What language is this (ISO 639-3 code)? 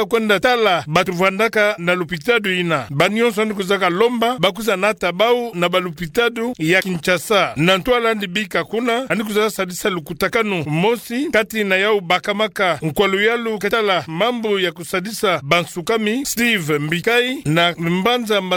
ktu